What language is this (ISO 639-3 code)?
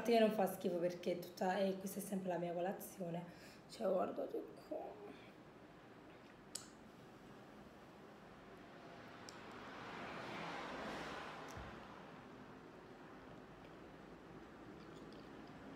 ita